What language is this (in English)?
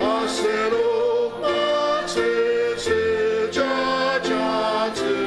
Ao Naga